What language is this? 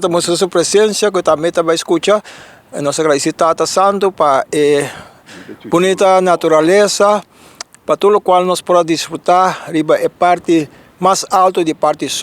Papiamento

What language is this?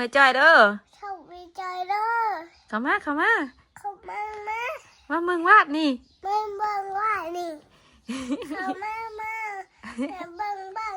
Northeastern Thai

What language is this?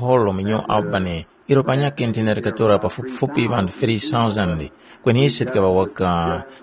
Tumbuka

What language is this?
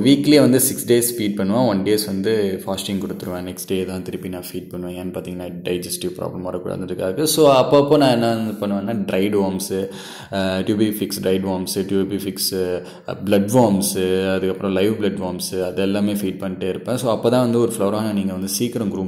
Tamil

